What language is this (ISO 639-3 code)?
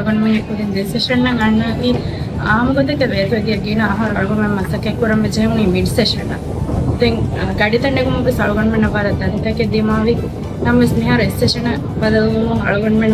div